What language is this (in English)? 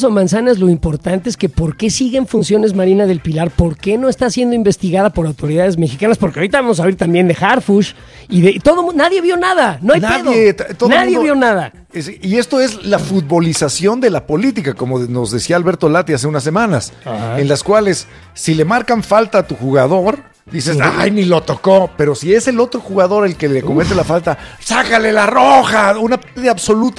Spanish